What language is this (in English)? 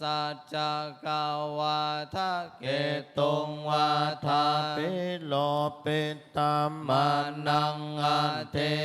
Pali